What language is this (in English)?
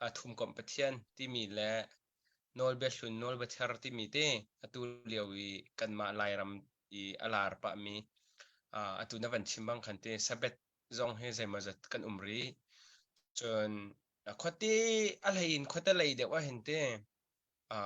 Hakha Chin